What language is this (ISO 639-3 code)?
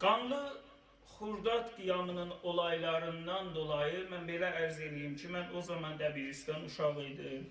azb